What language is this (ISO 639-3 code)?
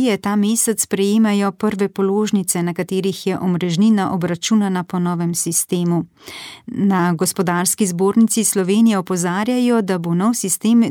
slv